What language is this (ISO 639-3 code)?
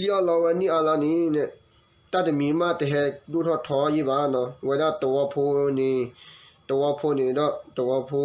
ksw